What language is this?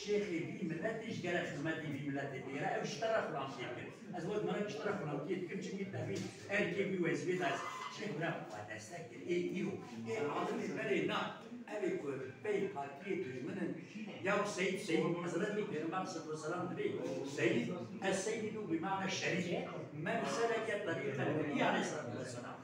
Kurdish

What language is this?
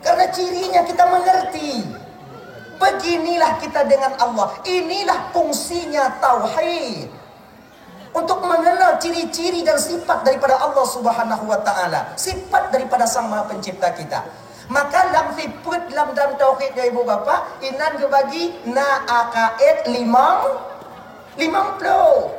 Achinese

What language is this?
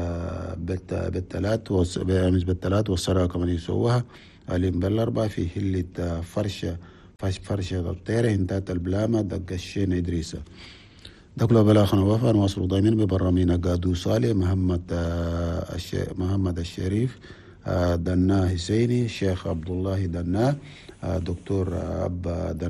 Chadian Arabic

